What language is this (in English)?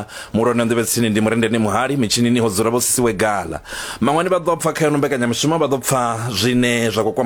Venda